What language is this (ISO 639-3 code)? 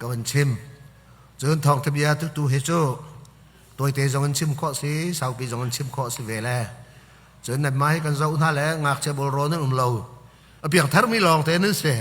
cnh